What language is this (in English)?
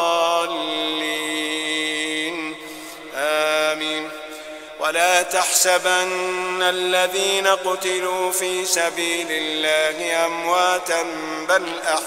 Arabic